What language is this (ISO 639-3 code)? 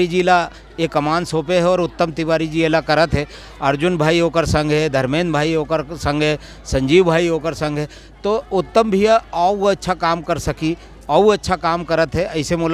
hne